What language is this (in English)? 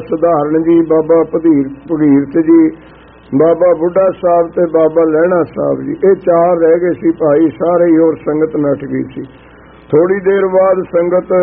Punjabi